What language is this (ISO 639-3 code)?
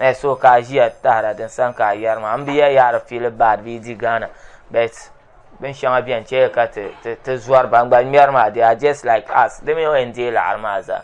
dag